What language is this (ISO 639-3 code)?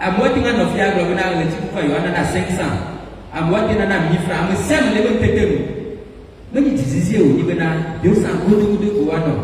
ewe